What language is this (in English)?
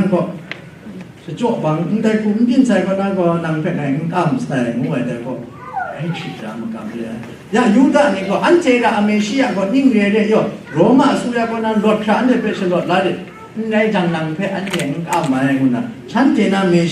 Kachin